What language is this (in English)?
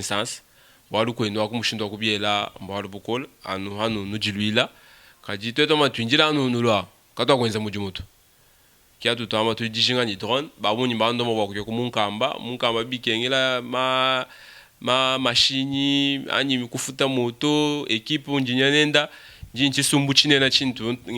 Luba-Lulua